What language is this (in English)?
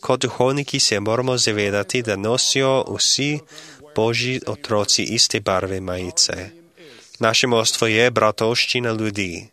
Slovenian